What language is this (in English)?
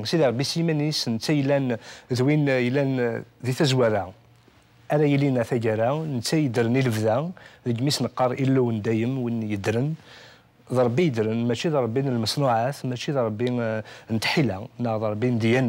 Kabyle